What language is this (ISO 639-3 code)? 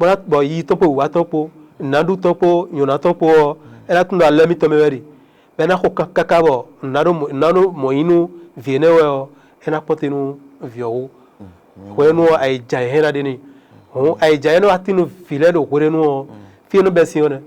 fon